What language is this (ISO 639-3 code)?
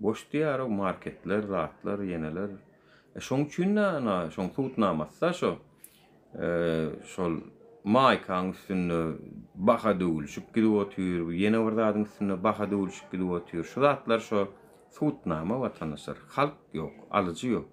tuk